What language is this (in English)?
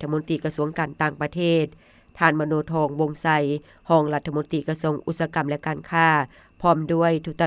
Lao